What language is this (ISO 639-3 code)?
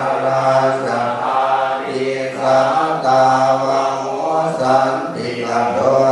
pli